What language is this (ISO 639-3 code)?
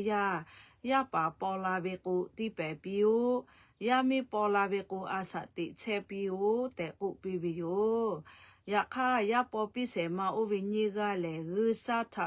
lhu